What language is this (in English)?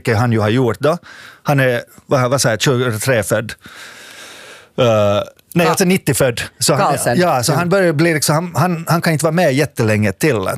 Swedish